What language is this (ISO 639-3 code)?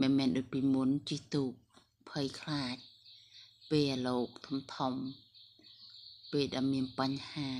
khm